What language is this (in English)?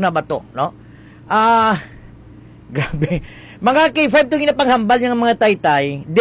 Hiligaynon